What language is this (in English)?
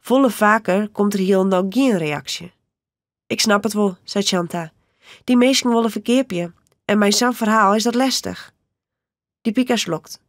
Western Frisian